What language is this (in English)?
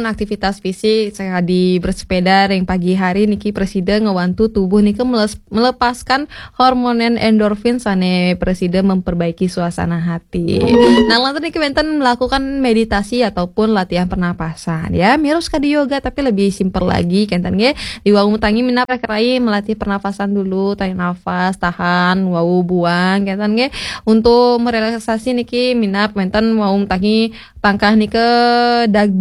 Balinese